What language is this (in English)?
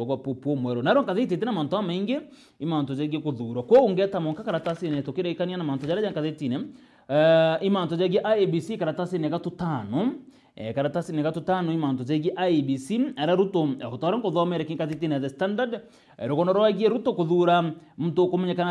Meru